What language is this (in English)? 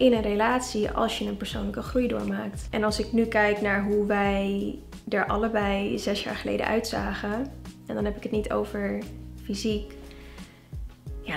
Dutch